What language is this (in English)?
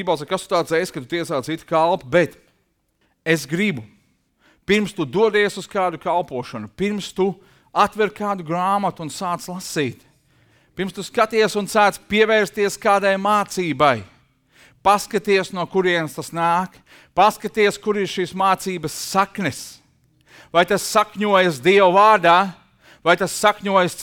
Latvian